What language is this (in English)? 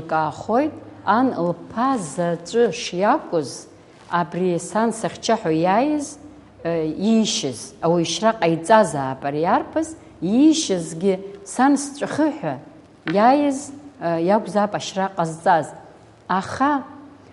Abkhazian